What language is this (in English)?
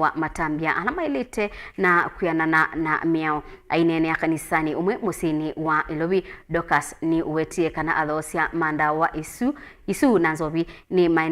Kamba